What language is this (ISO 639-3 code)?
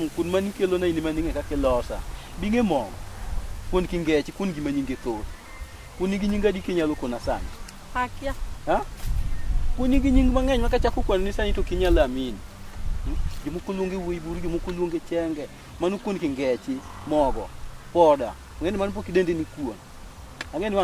luo